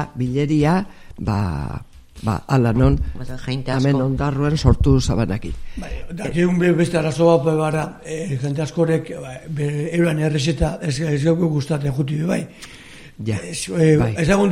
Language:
Basque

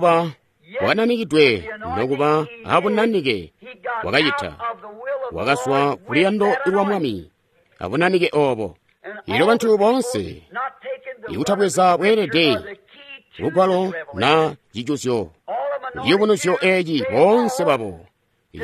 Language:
Tonga (Zambia)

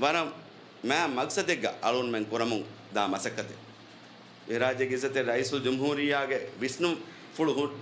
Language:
Divehi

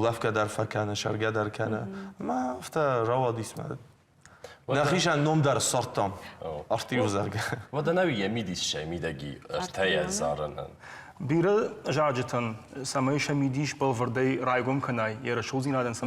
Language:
Ossetic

